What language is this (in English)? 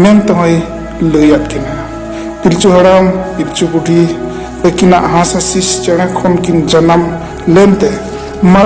Santali